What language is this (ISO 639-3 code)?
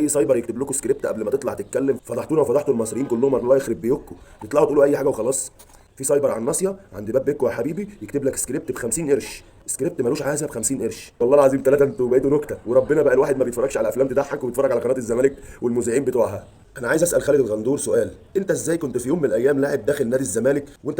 arz